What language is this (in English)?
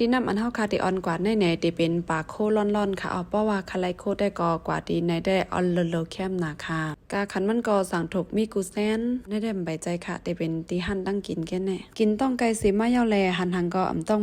Shan